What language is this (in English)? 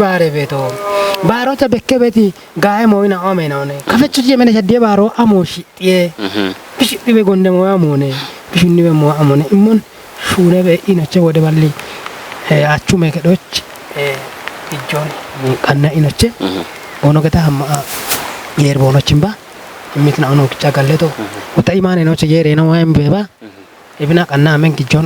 Kafa